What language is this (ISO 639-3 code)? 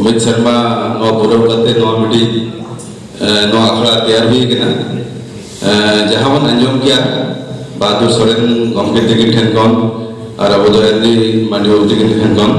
sat